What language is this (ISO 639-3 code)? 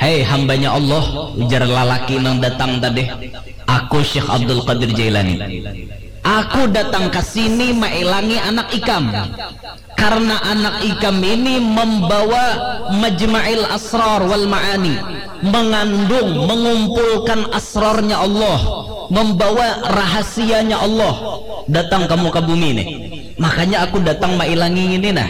bjn